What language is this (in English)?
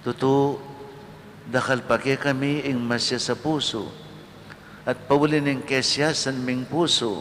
Pampanga